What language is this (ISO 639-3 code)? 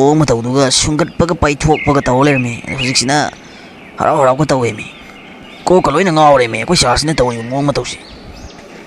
mni